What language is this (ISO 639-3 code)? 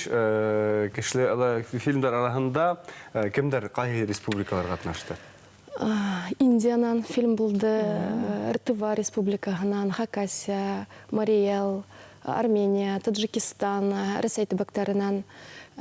bak